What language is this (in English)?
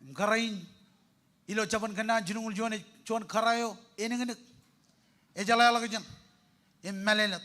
Marshallese